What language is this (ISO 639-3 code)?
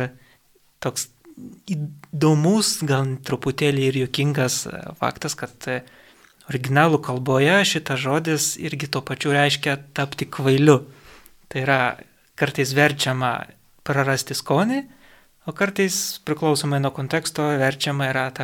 lit